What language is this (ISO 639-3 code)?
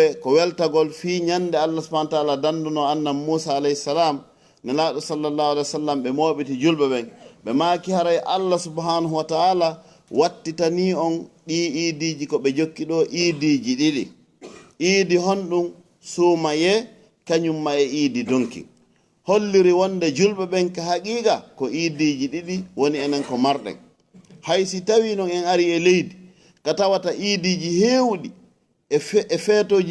ful